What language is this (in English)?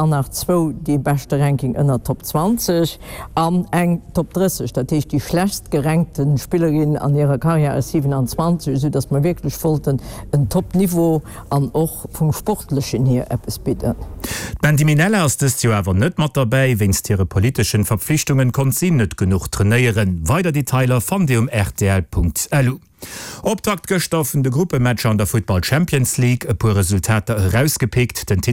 Luxembourgish